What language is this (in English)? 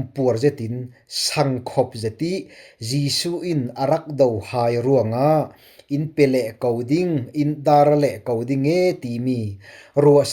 Falam Chin